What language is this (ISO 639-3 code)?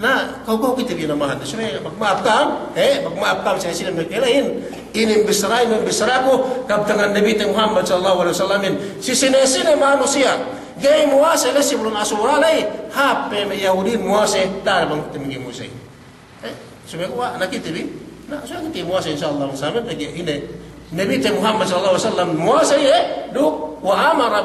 yka